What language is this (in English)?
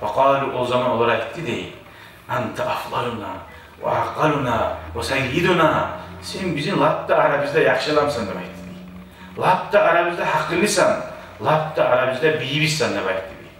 Kumyk